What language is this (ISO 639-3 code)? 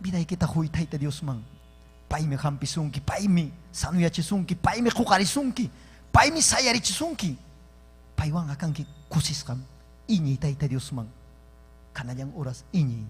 quy